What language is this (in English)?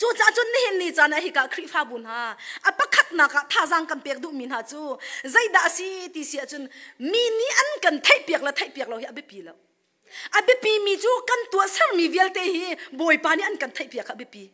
Hakha Chin